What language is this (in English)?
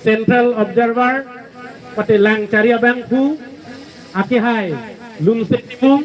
Karbi